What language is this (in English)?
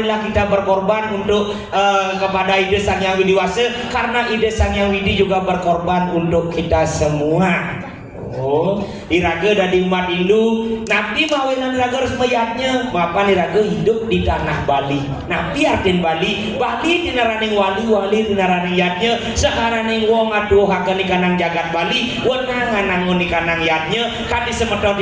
Balinese